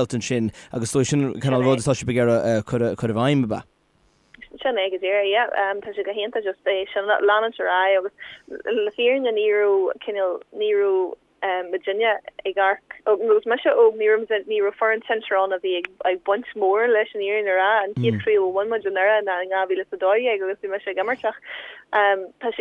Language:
Irish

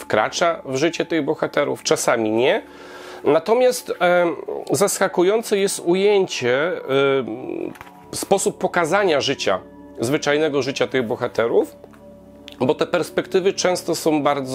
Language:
Polish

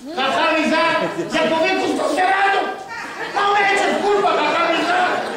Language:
Ladino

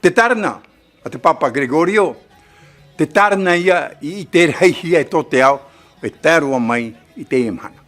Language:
Tahitian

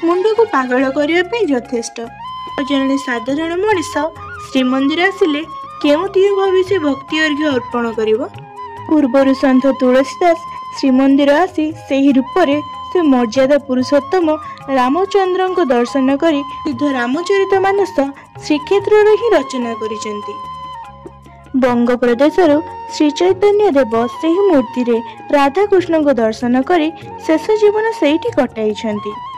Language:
Odia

